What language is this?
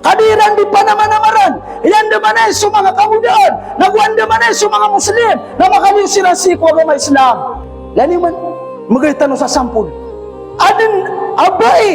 Maranao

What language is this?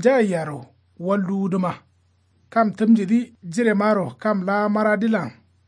Kanuri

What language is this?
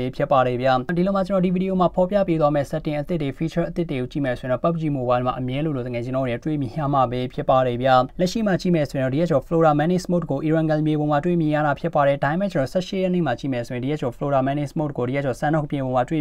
Burmese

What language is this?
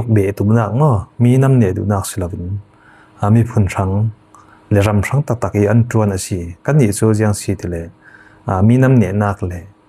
Falam Chin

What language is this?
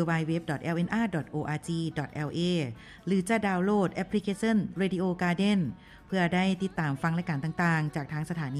Lao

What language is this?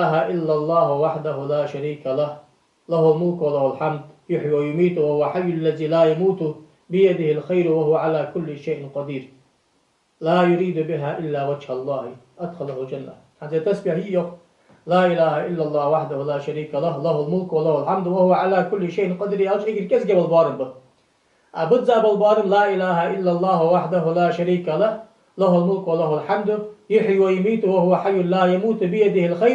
Ingush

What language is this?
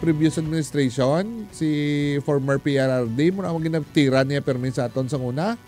Hiligaynon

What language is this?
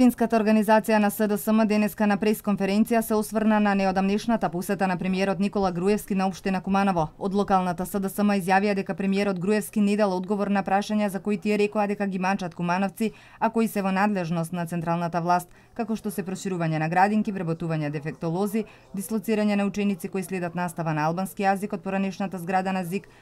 Macedonian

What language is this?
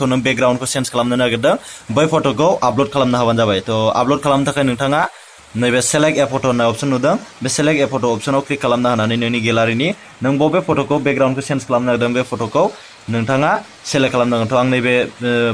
Bodo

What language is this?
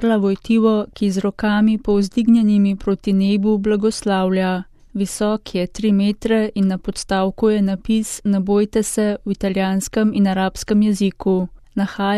Slovenian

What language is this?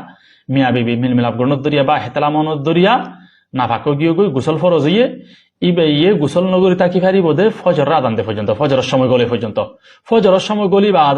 Rohingya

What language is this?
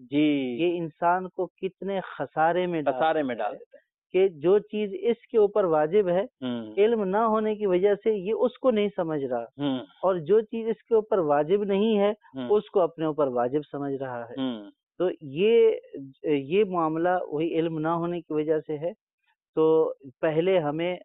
Urdu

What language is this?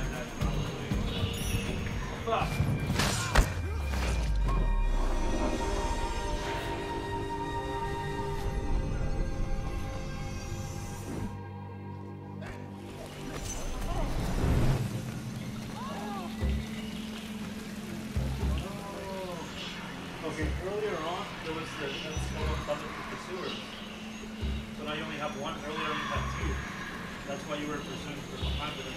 English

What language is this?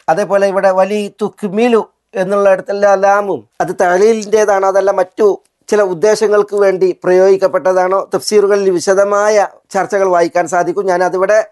Malayalam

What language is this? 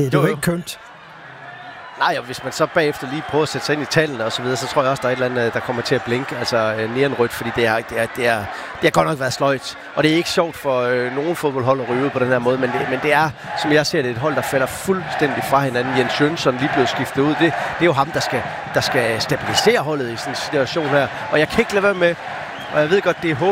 Danish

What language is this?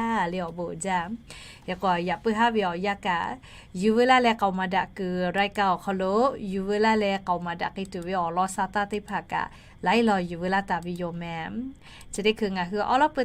Lahu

